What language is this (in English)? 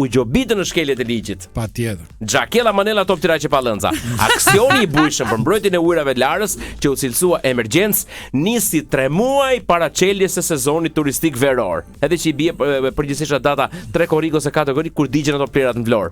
Albanian